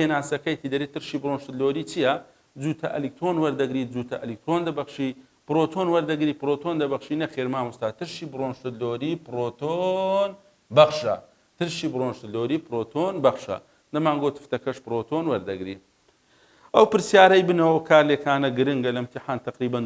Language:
Central Kurdish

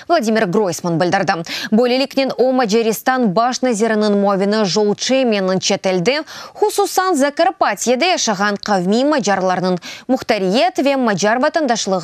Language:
Crimean Tatar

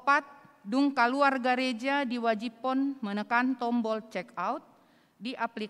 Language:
Batak Toba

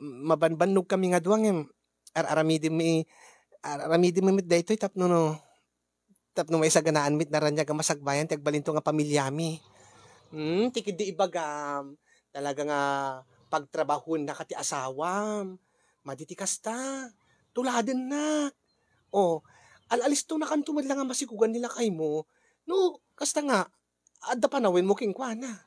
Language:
Iloko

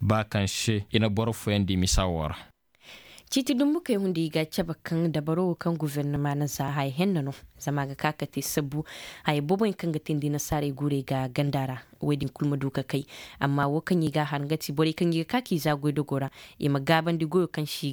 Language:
Zarma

